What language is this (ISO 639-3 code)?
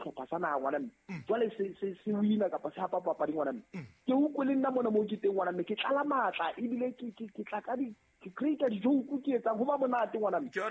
sot